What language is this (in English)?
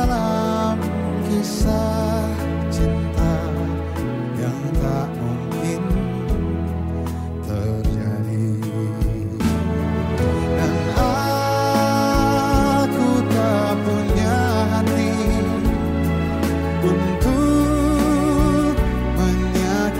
Indonesian